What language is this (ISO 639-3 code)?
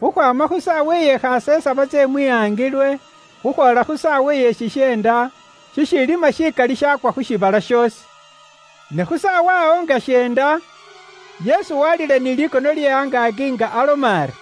luy